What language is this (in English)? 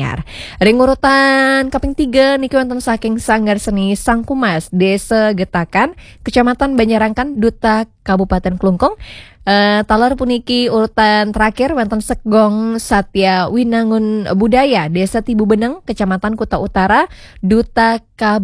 Balinese